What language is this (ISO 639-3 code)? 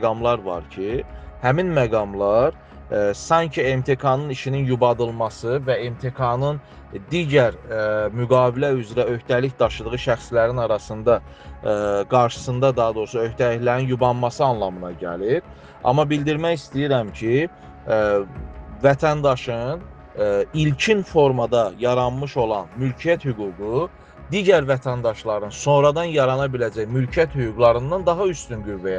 aze